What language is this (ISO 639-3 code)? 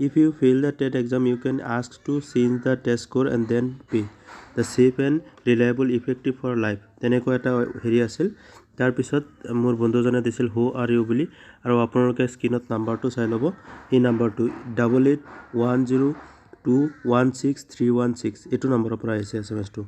asm